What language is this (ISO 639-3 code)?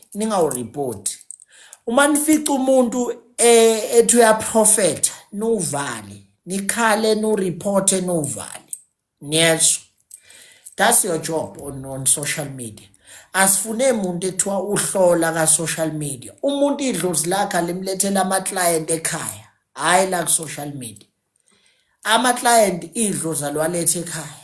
zul